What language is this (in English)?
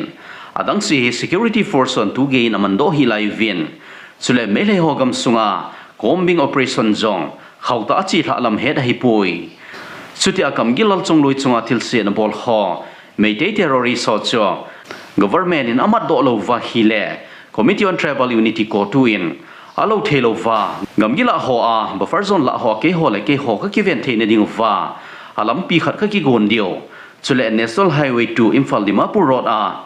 Thado Chin